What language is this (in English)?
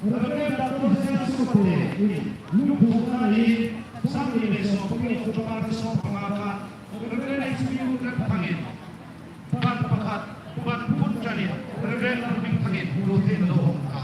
Hmar